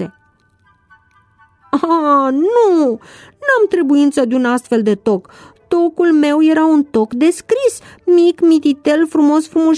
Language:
Romanian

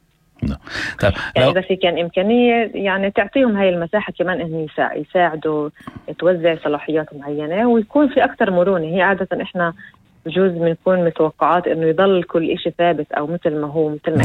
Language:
North Levantine Arabic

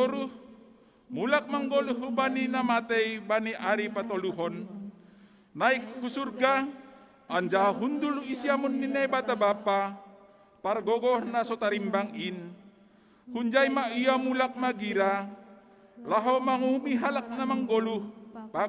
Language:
Batak Simalungun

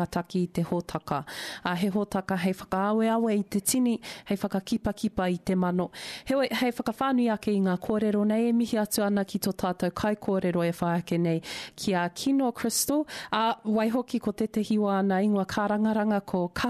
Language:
Māori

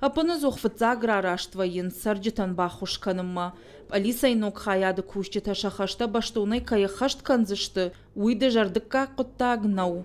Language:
Ossetic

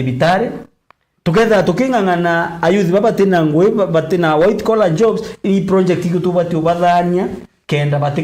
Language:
Meru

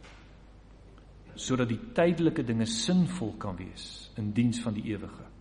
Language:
Afrikaans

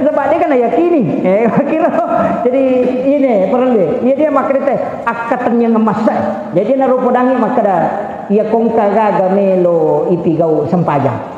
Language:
Buginese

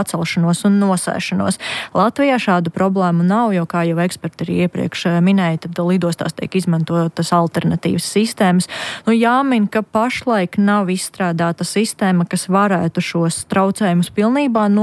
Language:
Latvian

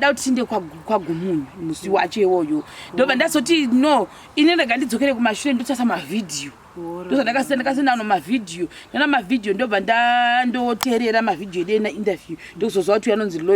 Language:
Shona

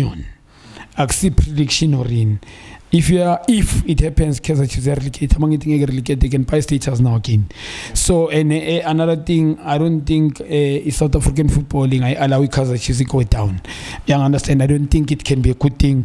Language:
Zulu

